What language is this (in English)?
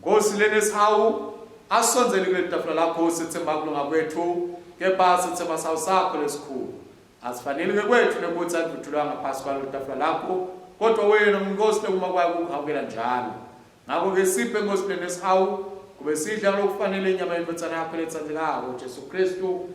Swati